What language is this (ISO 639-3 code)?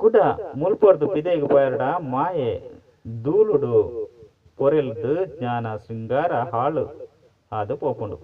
tcy